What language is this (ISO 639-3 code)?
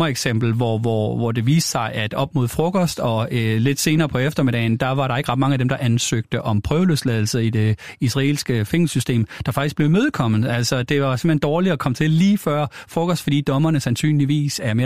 dan